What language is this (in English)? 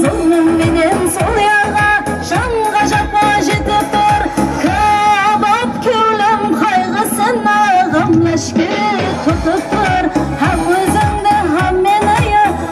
Kara-Kalpak